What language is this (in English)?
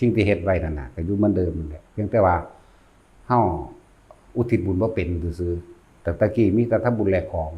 Northeastern Thai